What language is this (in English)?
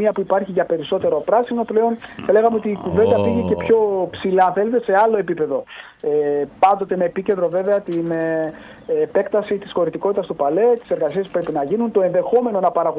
Greek